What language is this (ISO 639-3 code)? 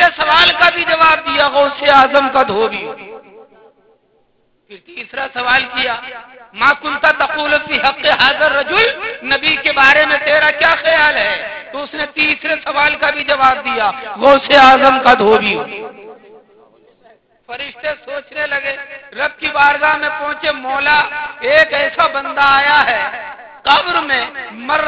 urd